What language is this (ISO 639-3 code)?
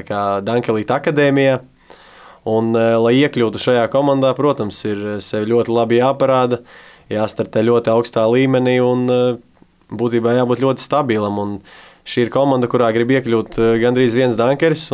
lav